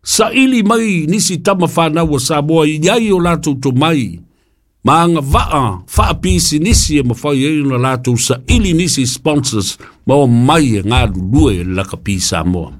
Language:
Samoan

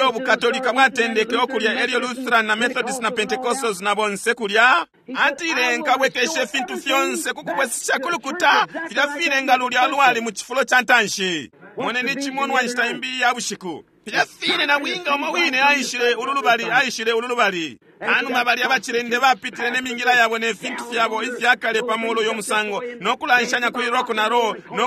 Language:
Bemba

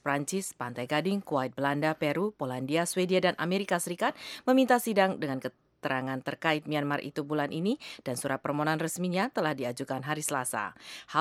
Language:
Indonesian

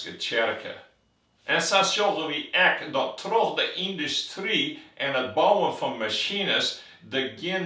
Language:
Western Frisian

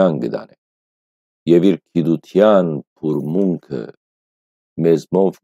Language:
Western Armenian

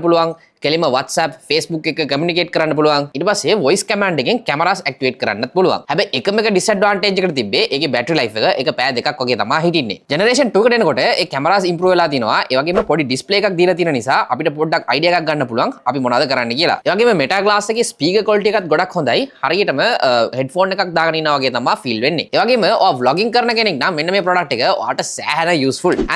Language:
Sinhala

